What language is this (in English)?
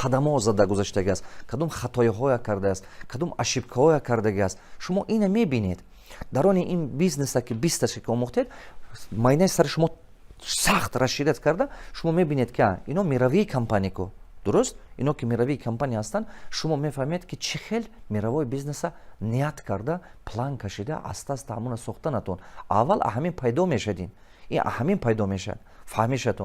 Tajik